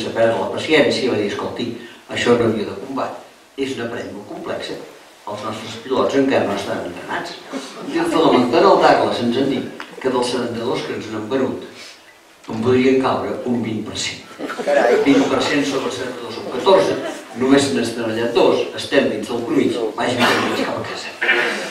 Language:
Catalan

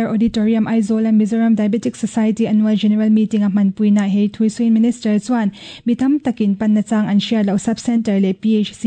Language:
Mizo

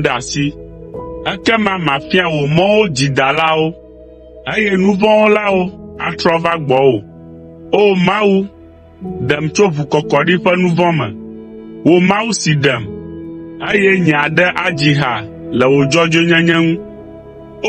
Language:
Ewe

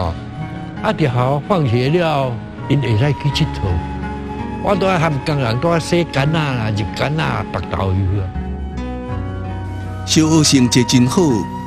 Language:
Min Nan Chinese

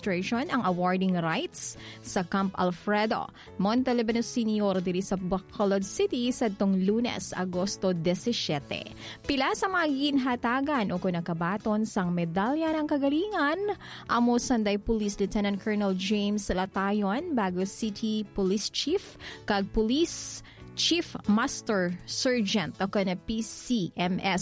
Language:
Hiligaynon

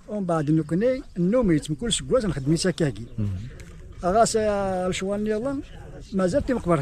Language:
Kabyle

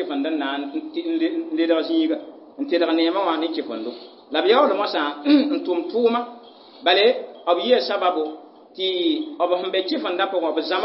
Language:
Mossi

